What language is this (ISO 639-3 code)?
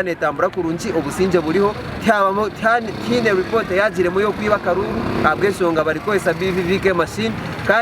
nyn